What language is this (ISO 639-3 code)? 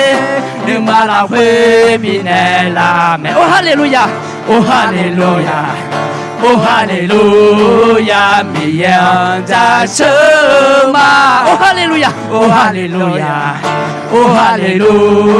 ahk